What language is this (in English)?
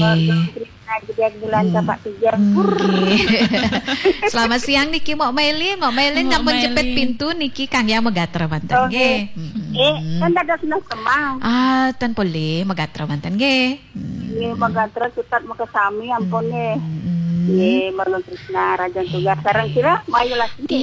Balinese